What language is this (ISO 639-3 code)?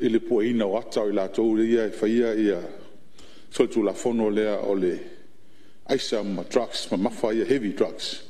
smo